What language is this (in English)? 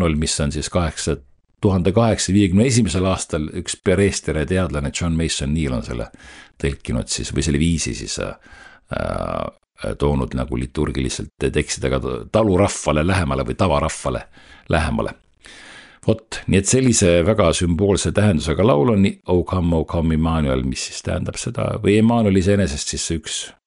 Estonian